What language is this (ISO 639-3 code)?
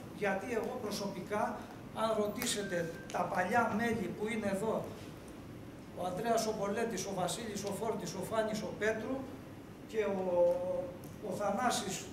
ell